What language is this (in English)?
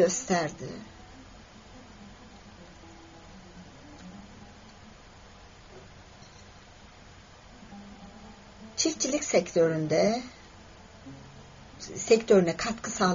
Turkish